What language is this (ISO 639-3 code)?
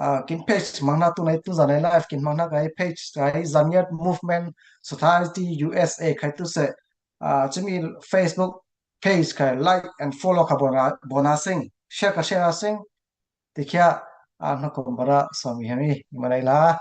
cfm